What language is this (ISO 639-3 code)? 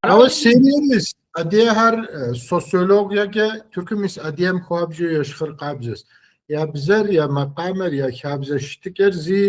kbd